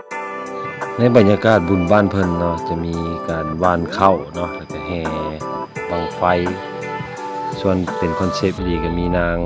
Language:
Lao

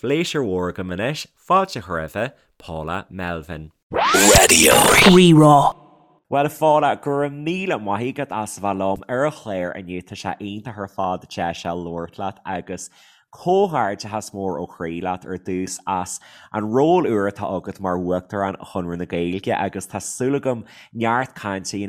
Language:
Irish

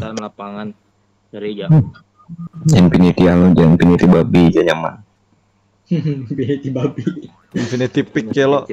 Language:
Banjar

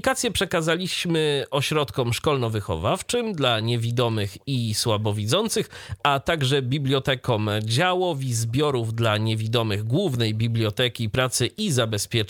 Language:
Polish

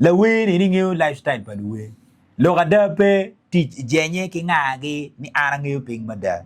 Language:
Acoli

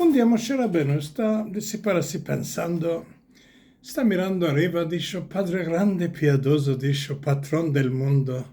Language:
Ladino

